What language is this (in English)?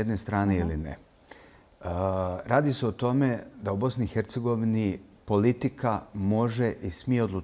Bosnian